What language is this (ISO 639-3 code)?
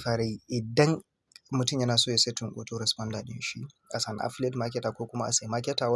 hau